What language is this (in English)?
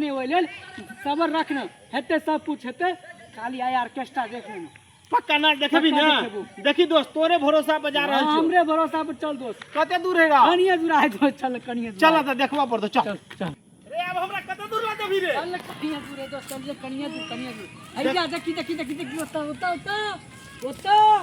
Maithili